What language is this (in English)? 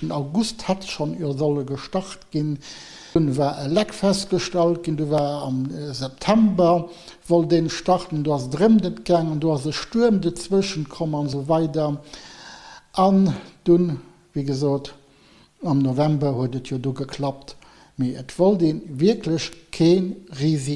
Luxembourgish